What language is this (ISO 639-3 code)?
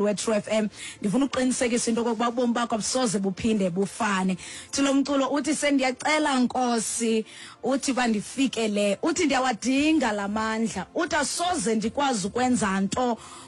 xho